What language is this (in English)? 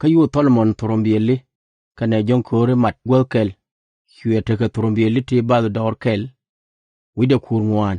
Nuer